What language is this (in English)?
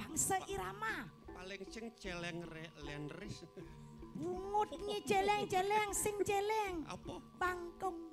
Balinese